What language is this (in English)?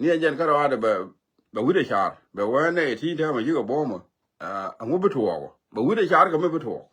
Nuer